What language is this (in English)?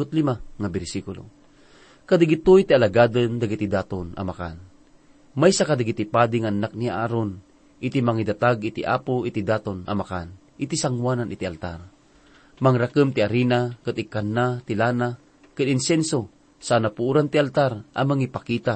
Iloko